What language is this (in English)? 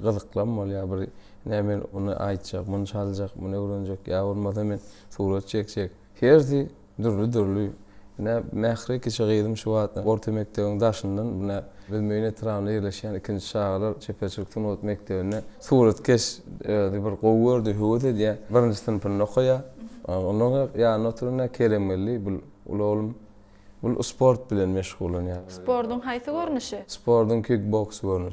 Turkmen